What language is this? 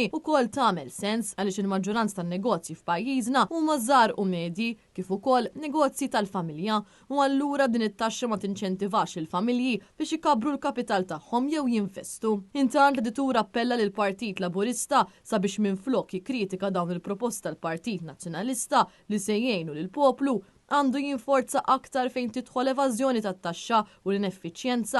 Maltese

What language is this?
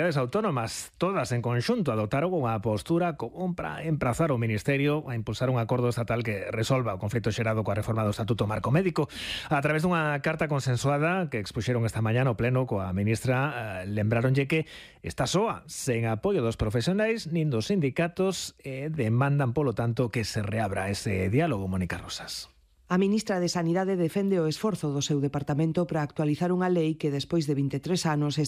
Galician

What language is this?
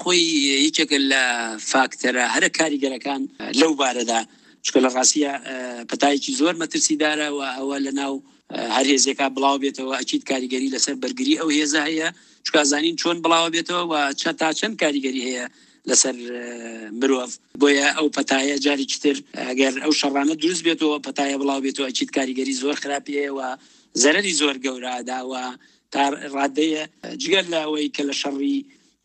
Central Kurdish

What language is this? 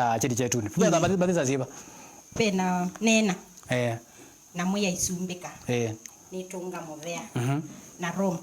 Kamba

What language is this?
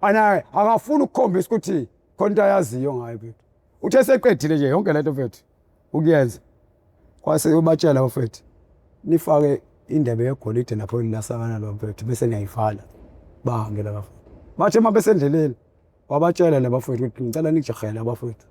Zulu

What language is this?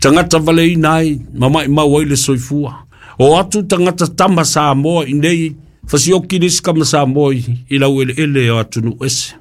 Samoan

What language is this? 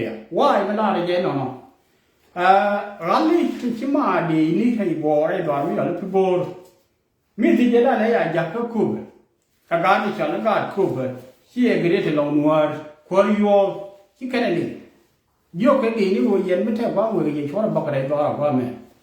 Nuer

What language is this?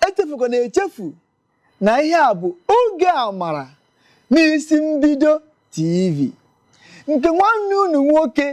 Igbo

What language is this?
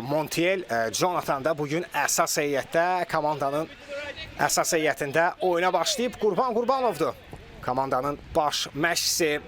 Azerbaijani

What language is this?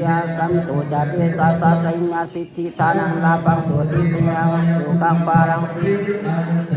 Pali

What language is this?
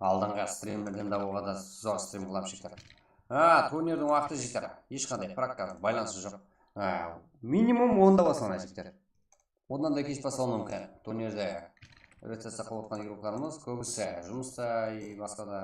Kara-Kalpak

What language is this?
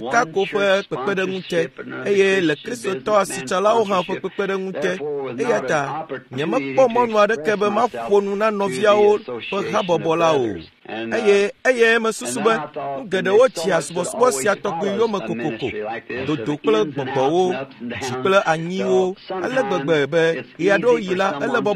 Ewe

